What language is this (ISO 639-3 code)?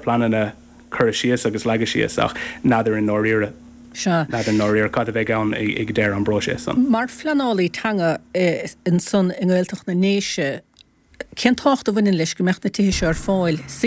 gle